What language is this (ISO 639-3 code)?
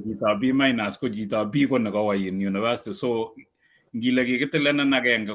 kln